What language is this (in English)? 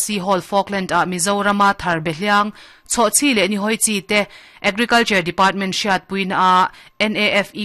Mizo